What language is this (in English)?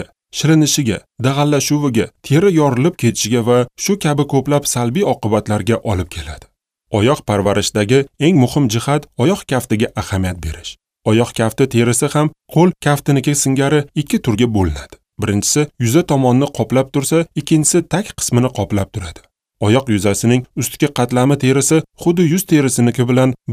Uzbek